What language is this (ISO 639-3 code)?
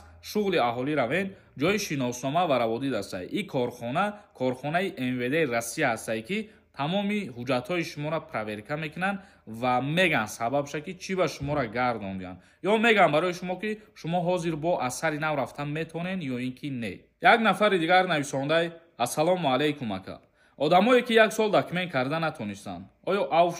tgk